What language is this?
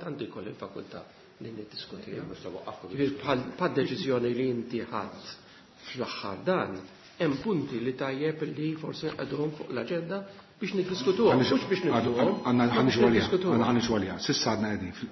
Maltese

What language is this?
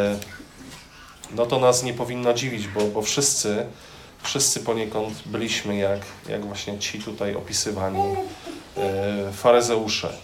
Polish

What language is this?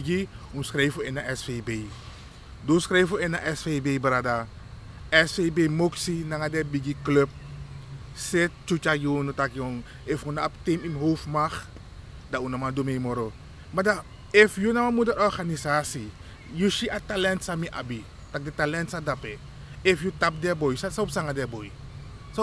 Sranan Tongo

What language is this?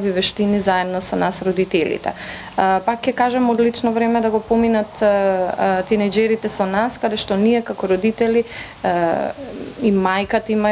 Macedonian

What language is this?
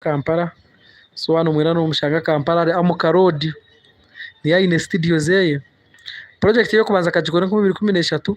Nyankole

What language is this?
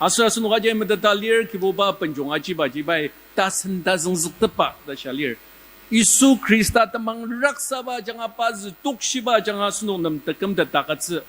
Ao Naga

